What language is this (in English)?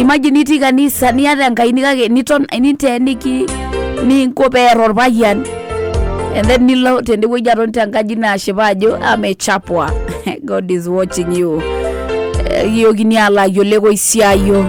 Masai